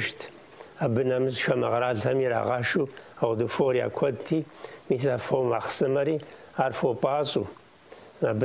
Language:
Kabardian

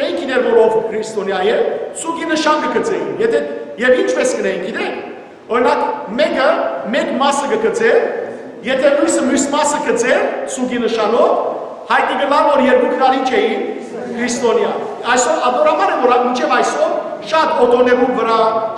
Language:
Western Armenian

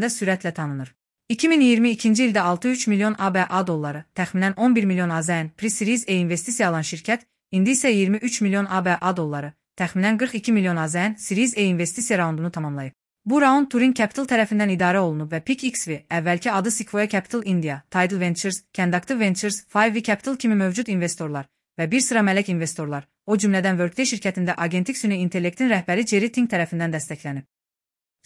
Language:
Azerbaijani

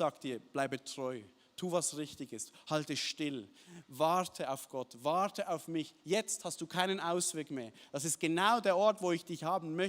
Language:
Swiss German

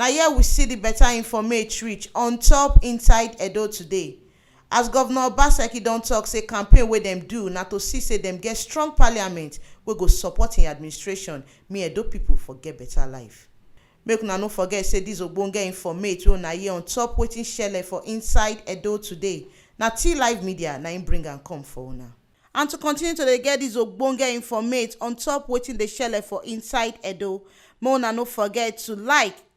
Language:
Nigerian Pidgin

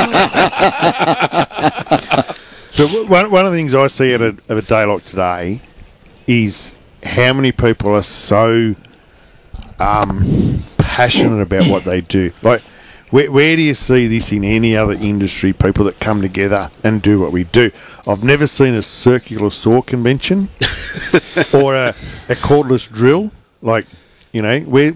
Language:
English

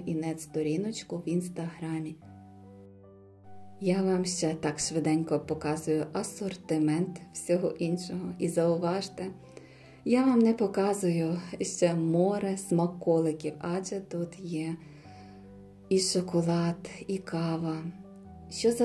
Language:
Ukrainian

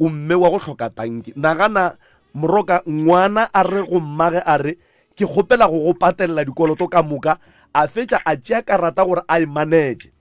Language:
Northern Sotho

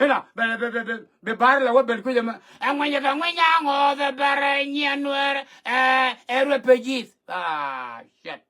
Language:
Nuer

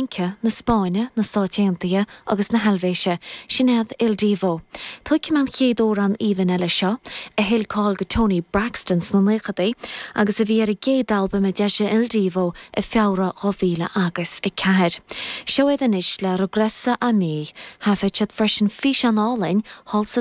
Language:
Irish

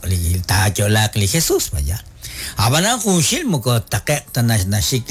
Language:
Kekchí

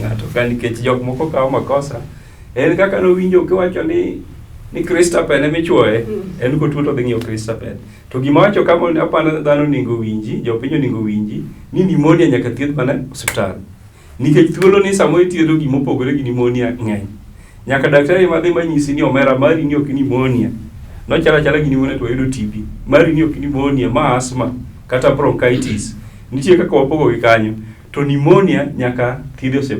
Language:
Luo (Kenya and Tanzania)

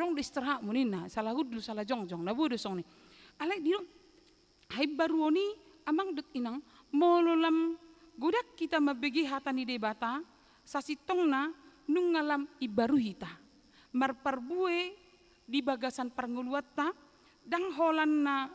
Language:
Batak Toba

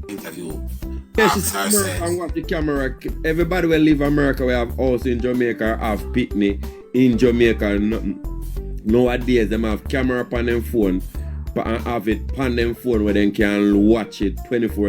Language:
Jamaican Creole English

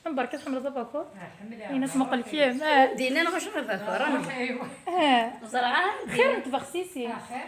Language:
Kabyle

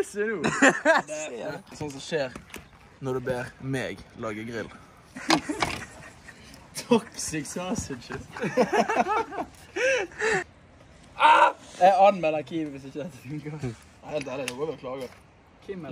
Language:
Norwegian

